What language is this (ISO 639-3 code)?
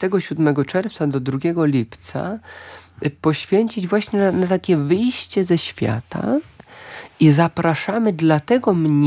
pol